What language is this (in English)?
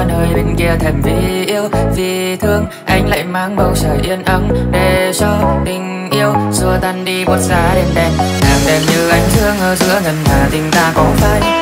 Vietnamese